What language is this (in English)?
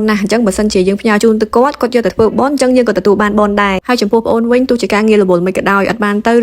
Khmer